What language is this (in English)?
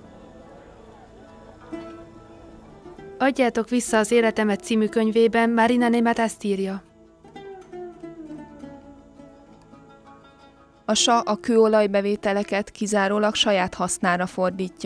Hungarian